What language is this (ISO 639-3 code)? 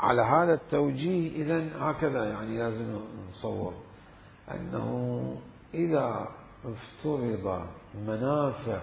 acm